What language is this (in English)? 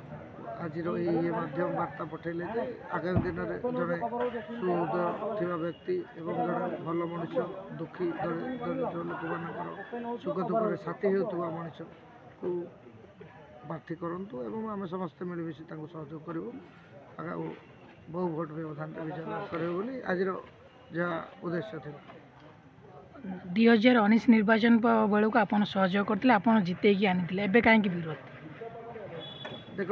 Odia